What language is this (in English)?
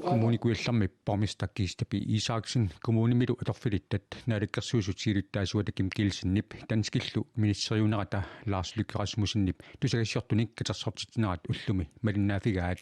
Kalaallisut